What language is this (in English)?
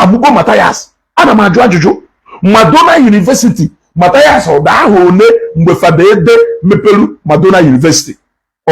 Igbo